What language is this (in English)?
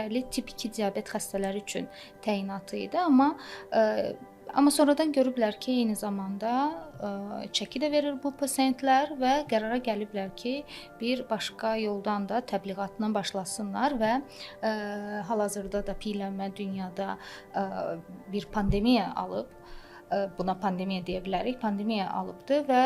Azerbaijani